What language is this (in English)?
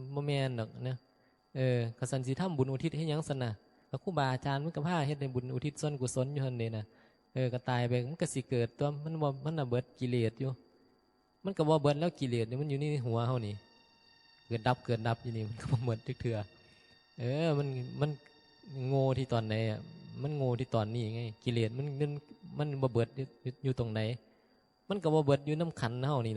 Northeastern Thai